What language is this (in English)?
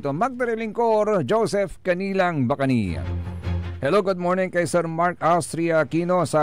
Pangasinan